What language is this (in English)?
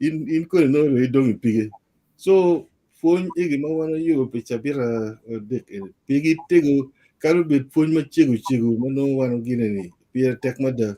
Acoli